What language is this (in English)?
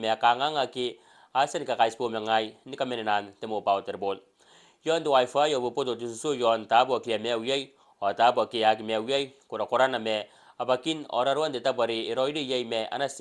Gilbertese